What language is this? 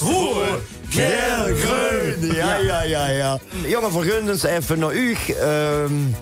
Limburgish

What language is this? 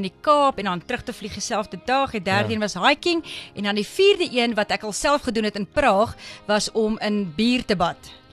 Afrikaans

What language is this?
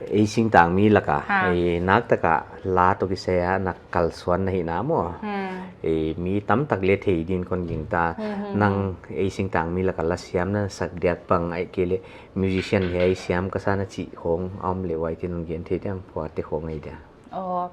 Paite Chin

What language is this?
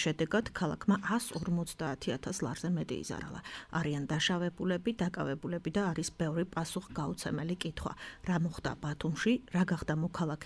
Georgian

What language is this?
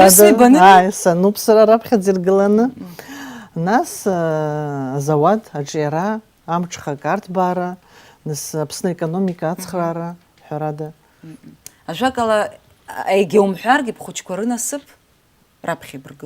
Abkhazian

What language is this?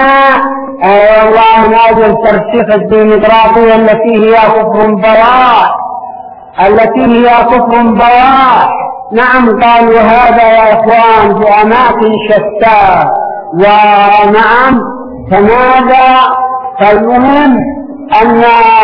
Arabic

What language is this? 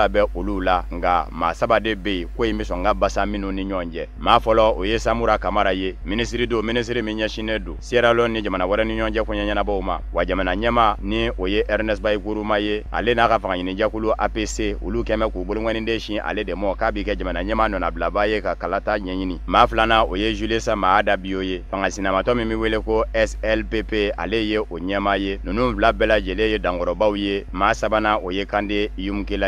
Bambara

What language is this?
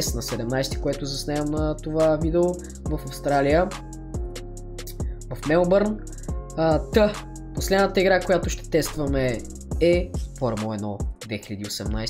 Bulgarian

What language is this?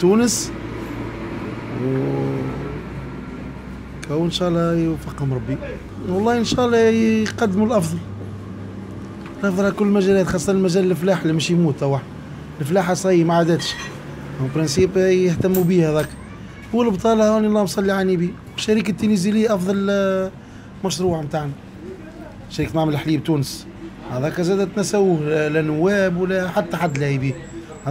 Tunisian Arabic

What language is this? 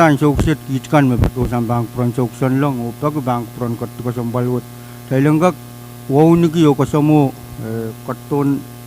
Pohnpeian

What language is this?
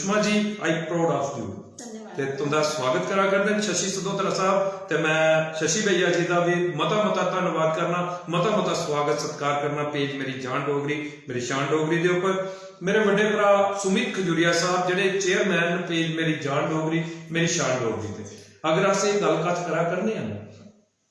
Dogri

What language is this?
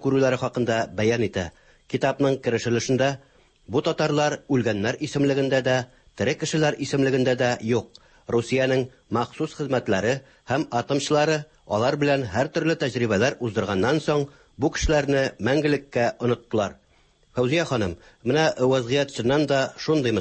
Tatar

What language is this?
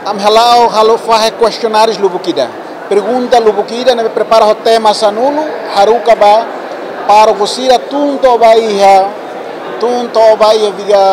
Tetum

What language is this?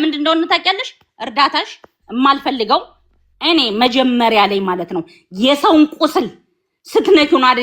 Amharic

